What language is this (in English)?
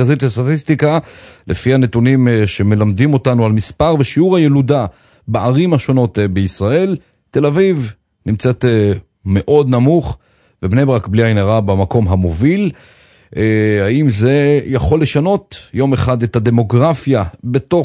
Hebrew